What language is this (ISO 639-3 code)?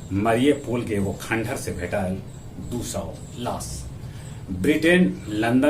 mag